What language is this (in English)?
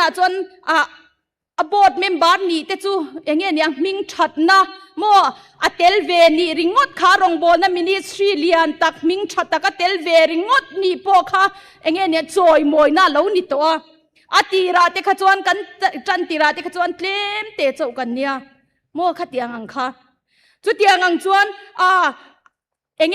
Mizo